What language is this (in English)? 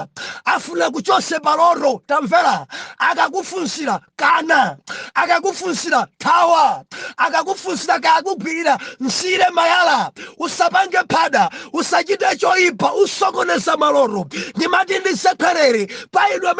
Nyanja